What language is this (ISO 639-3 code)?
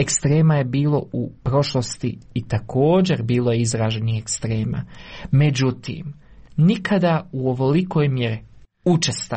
hrv